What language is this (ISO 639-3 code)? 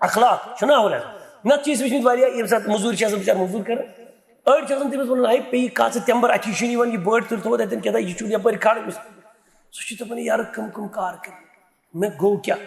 kas